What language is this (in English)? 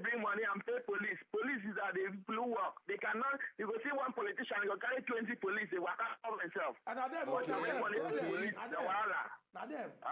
Nigerian Pidgin